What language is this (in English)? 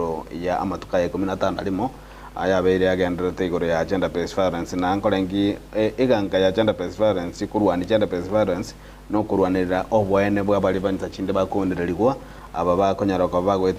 Gusii